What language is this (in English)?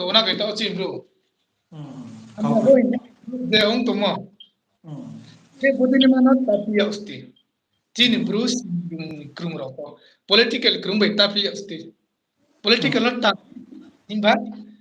Riang (India)